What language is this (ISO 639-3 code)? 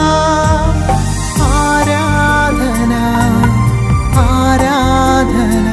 mal